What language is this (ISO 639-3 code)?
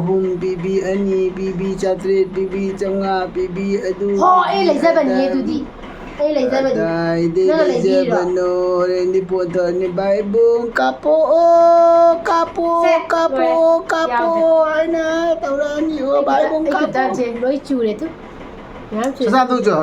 mni